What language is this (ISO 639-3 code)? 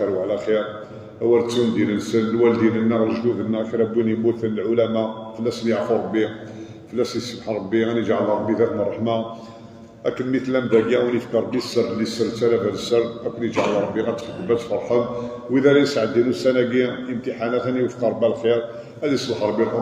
kab